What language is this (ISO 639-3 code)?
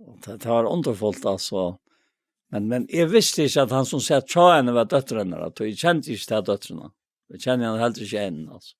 fao